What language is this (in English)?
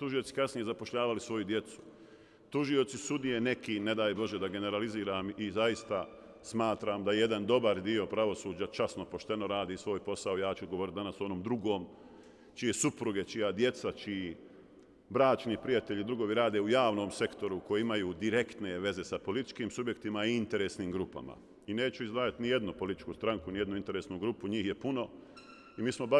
Bosnian